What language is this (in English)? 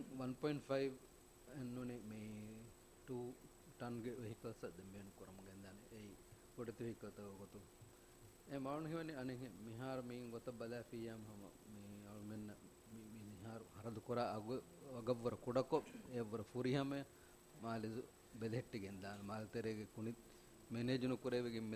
Divehi